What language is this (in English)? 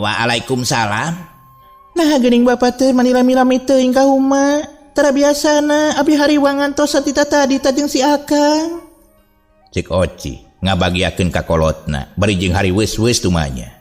Sundanese